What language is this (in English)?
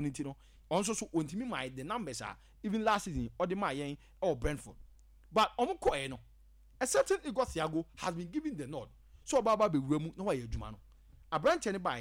Akan